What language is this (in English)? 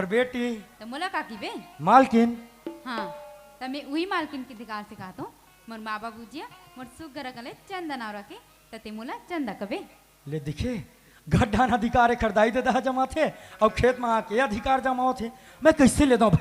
Chhattisgarhi